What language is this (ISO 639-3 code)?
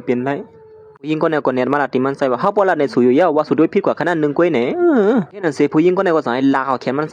shn